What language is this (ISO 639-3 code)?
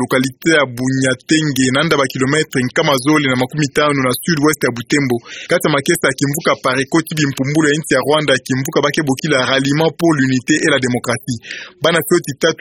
ktu